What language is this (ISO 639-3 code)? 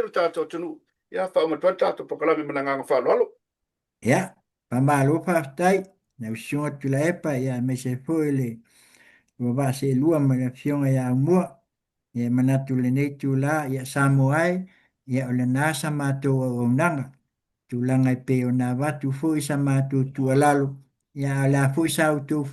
smo